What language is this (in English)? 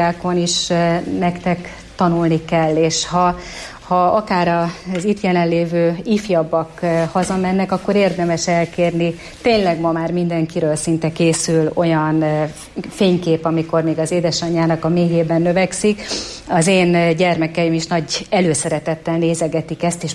Hungarian